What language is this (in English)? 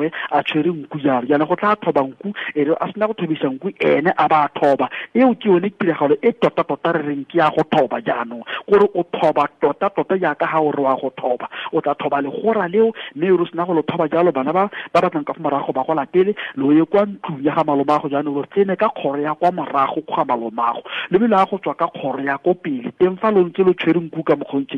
Tswana